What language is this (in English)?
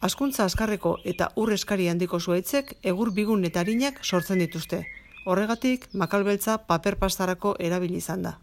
Basque